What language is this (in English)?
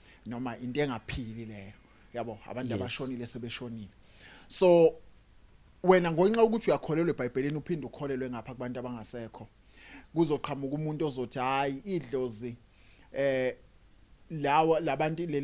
Zulu